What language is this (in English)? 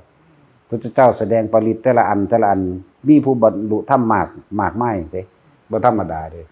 Northeastern Thai